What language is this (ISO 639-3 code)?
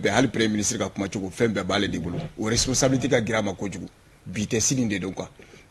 bam